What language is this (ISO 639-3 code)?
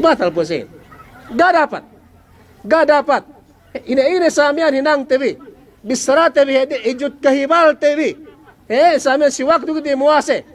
yka